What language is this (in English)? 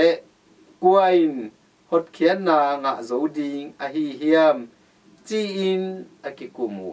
Tedim Chin